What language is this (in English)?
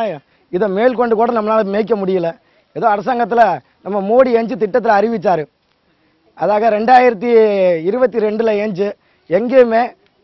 Tamil